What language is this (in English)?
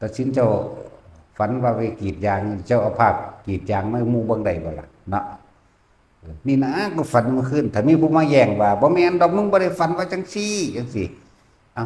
Northeastern Thai